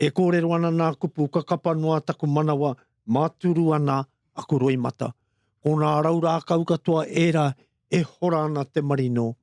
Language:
Māori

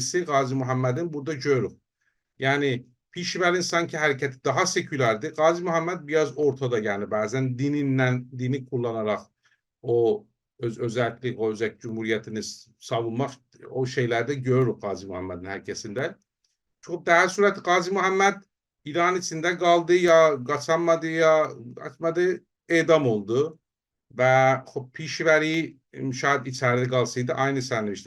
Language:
South Azerbaijani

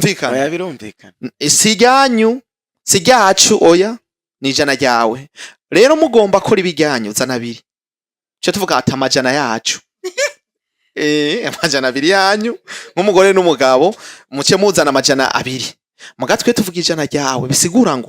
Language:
Rundi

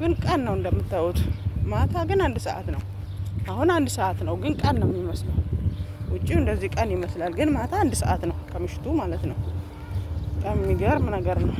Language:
Amharic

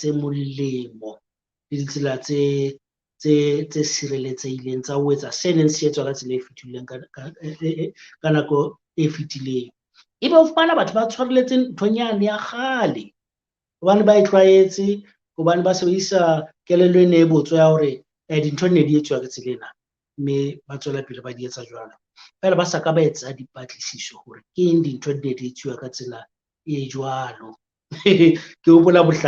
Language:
Southern Sotho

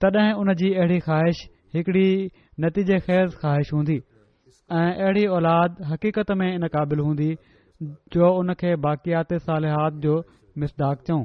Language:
Sindhi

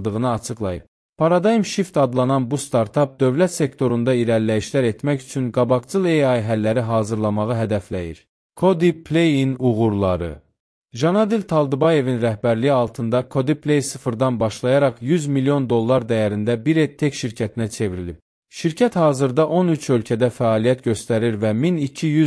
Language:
Azerbaijani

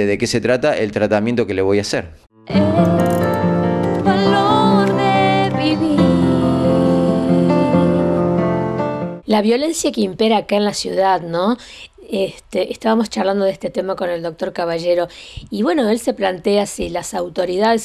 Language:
Spanish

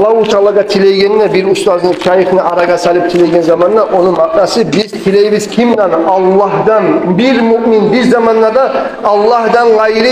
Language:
Kumyk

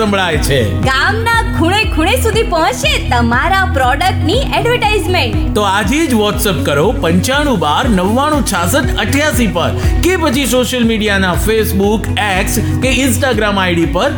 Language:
Gujarati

